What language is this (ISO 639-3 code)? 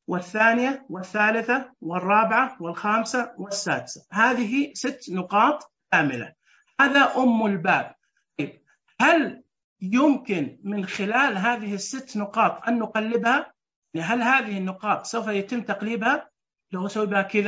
ars